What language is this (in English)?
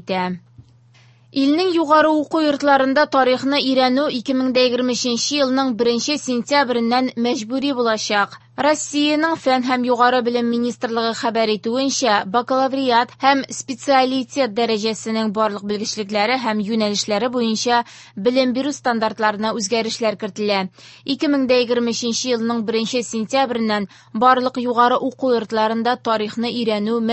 Tatar